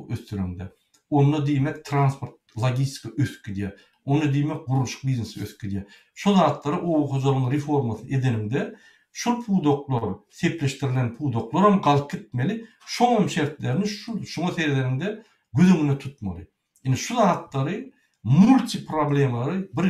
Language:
Turkmen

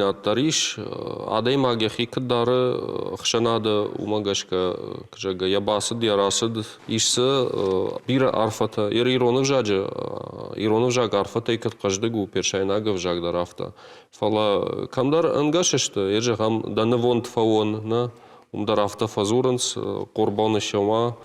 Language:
Ossetic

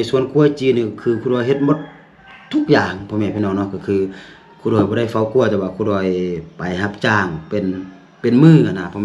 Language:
Lao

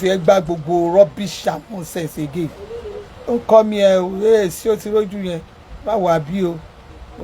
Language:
Yoruba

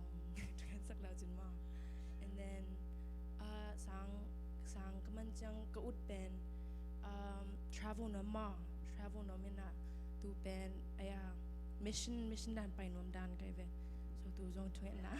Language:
Tedim Chin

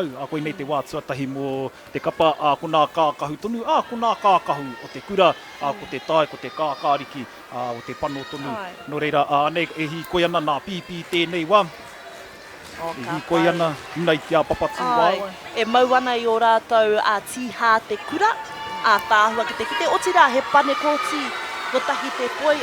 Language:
Māori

